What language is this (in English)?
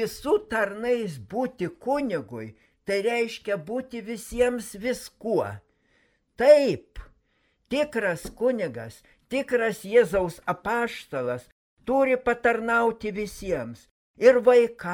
Lithuanian